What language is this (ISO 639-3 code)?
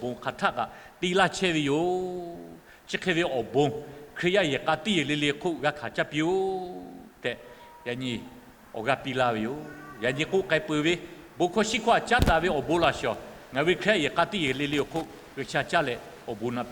lhu